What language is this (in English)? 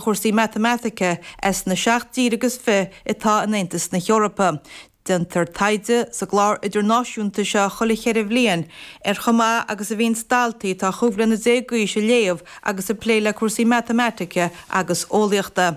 Irish